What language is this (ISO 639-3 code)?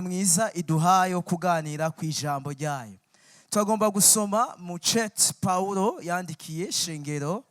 run